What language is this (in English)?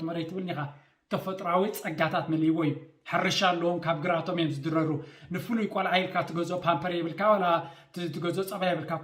Tigrinya